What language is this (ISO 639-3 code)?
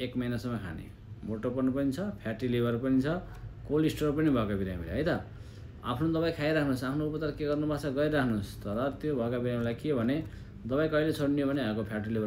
nep